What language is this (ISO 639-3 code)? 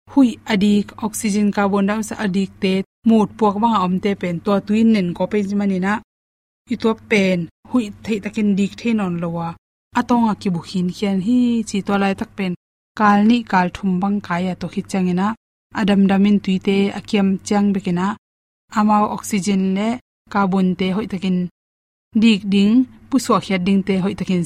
ctd